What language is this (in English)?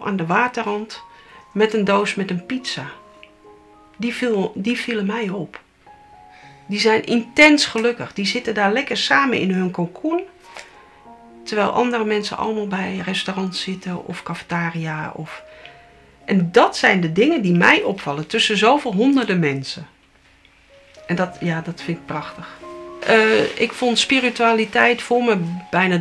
Dutch